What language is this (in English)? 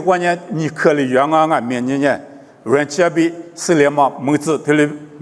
Lisu